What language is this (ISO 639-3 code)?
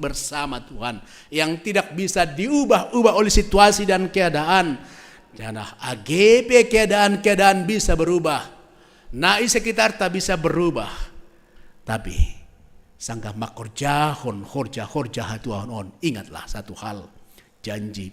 bts